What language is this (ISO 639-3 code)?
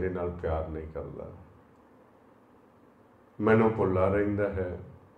pan